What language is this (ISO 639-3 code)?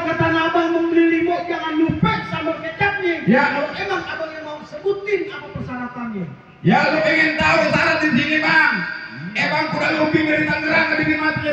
bew